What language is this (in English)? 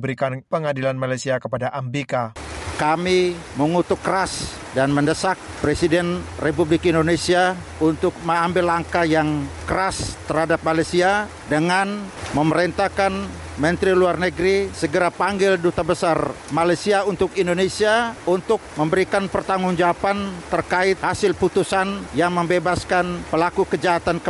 Indonesian